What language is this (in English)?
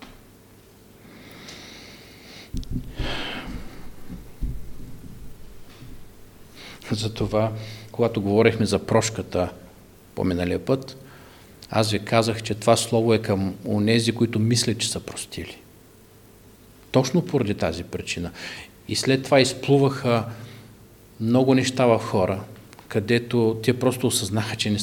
Bulgarian